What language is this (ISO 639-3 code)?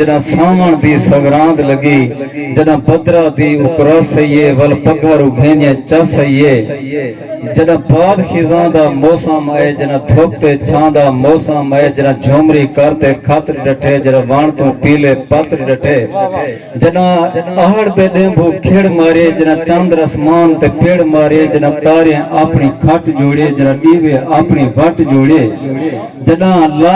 skr